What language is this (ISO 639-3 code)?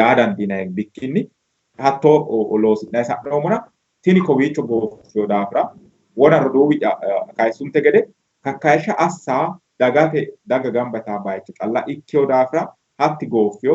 sid